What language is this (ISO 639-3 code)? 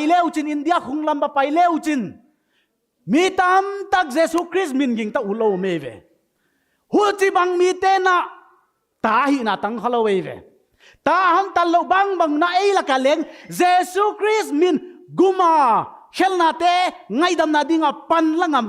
pck